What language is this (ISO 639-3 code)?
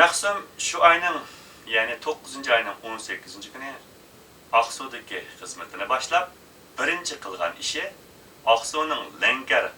uig